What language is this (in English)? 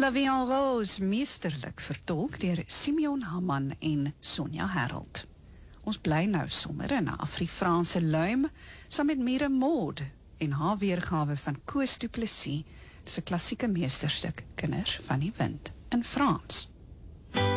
Afrikaans